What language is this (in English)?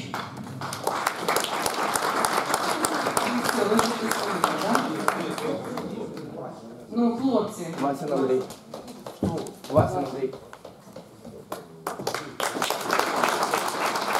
Ukrainian